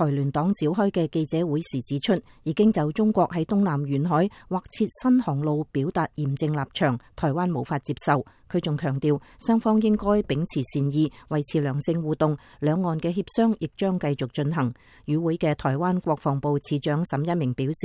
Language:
Cantonese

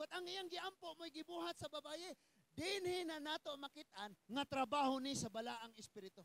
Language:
Cebuano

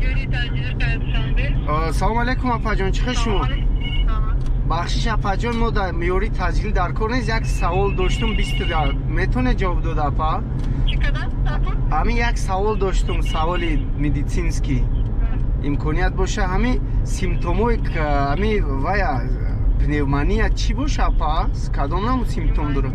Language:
Tajik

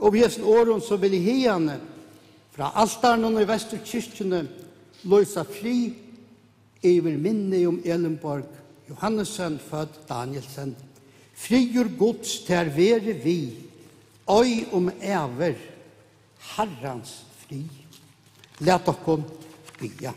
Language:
Faroese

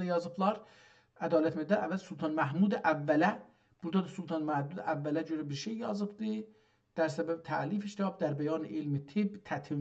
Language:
South Azerbaijani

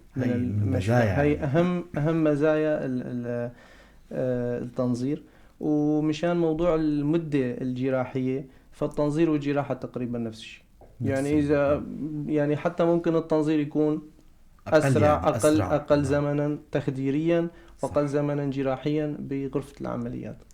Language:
North Levantine Arabic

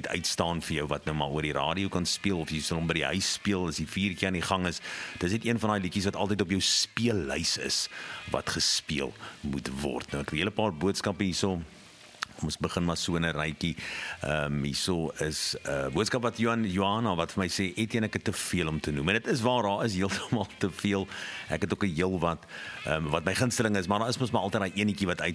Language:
Afrikaans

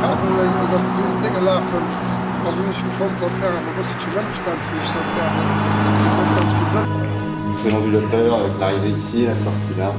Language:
Luxembourgish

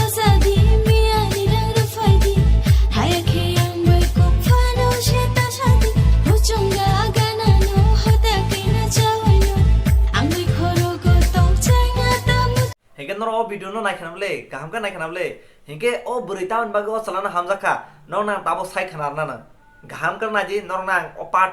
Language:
Kok Borok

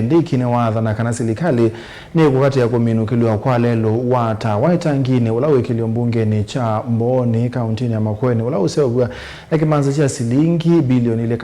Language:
Kamba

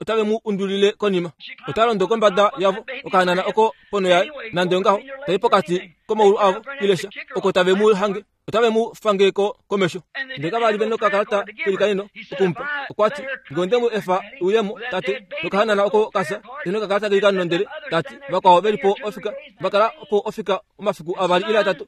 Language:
Kuanyama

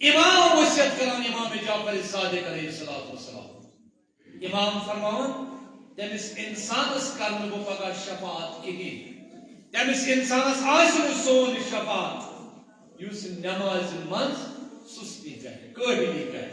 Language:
Kashmiri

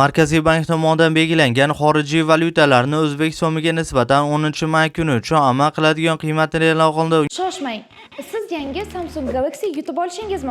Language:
Uzbek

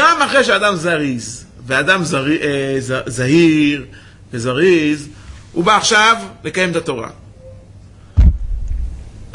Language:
Hebrew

